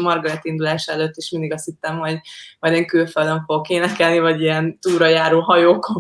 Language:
Hungarian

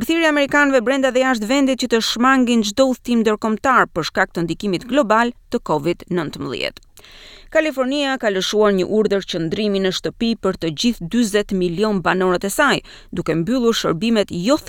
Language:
Albanian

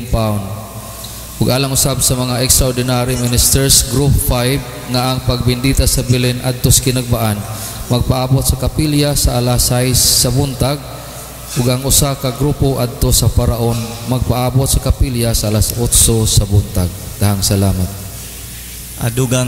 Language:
Cebuano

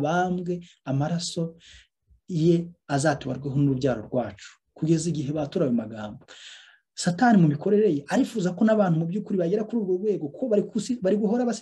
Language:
Kinyarwanda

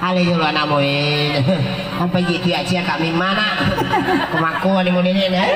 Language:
Buginese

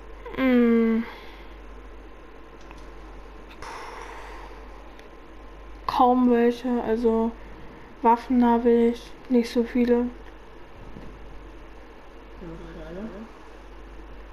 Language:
German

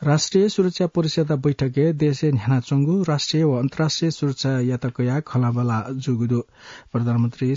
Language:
Newari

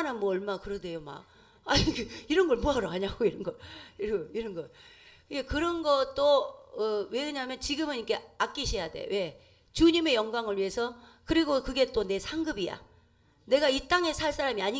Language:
Korean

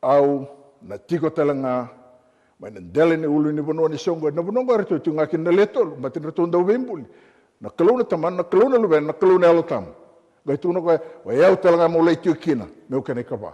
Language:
Fijian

